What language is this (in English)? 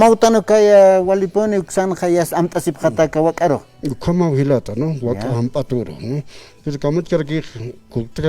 Aymara